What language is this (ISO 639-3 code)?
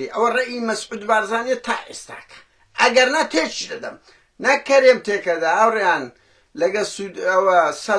ckb